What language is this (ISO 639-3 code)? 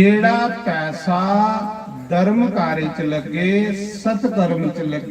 doi